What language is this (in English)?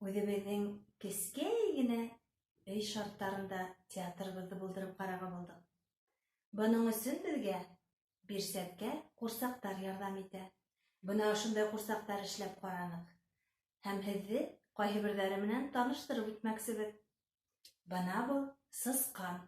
Bashkir